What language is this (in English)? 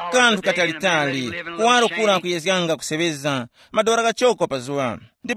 Tumbuka